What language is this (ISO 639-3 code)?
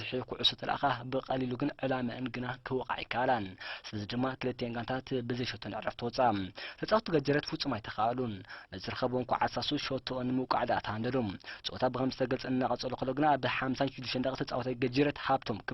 tir